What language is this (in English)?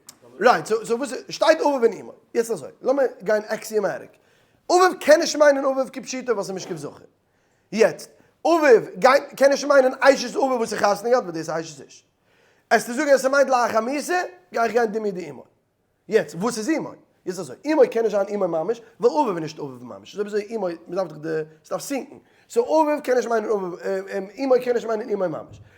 Yiddish